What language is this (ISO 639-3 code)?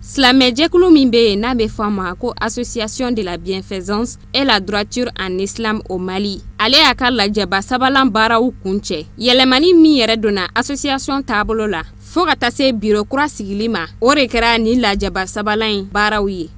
bam